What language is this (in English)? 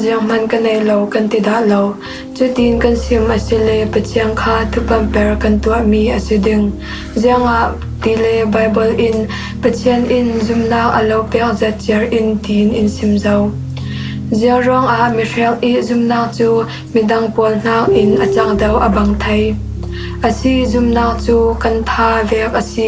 Falam Chin